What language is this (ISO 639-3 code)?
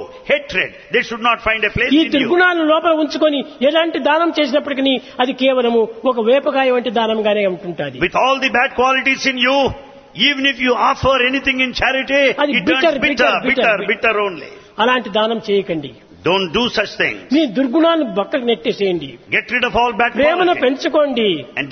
tel